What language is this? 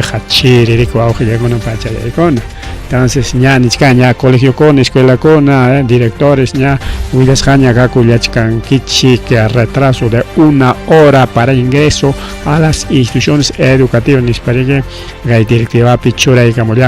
Ayacucho Quechua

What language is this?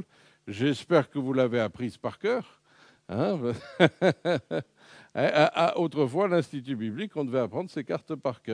French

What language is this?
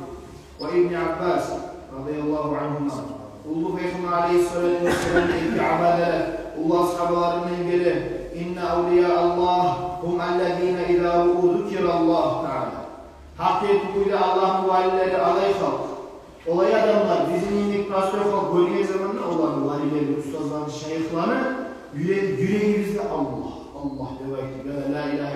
Kumyk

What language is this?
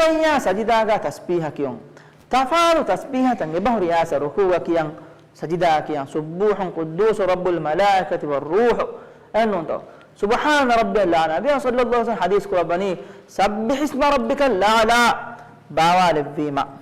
Divehi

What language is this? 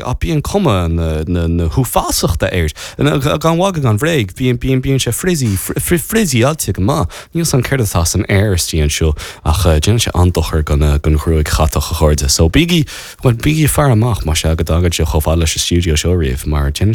Irish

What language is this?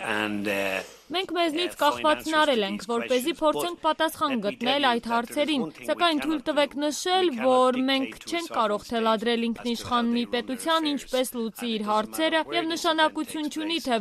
Armenian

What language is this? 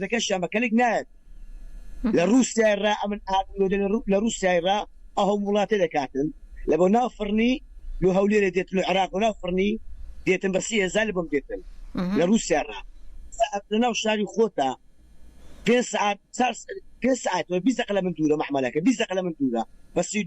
Central Kurdish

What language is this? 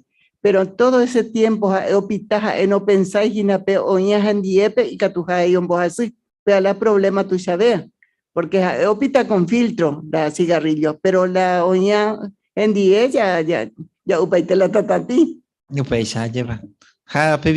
Guarani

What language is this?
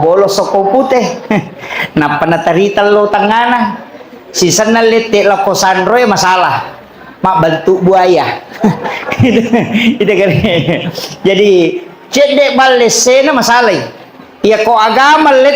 Buginese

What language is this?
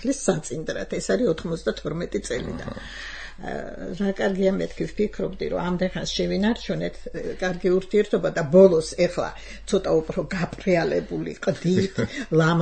Georgian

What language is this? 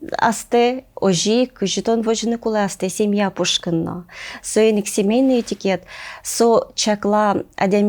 Udmurt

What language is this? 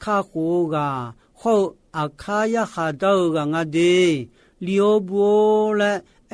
Akha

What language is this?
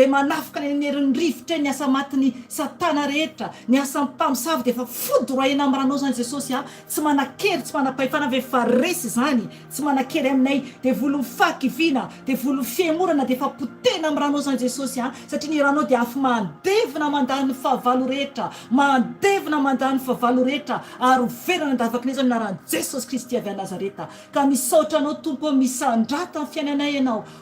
Malagasy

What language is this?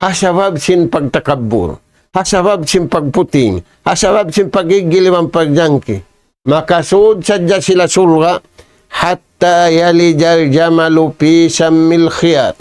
Tausug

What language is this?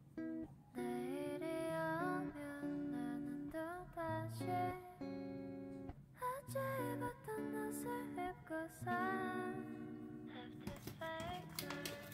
Korean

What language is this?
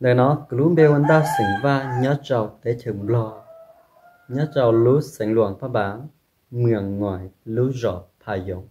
Hmong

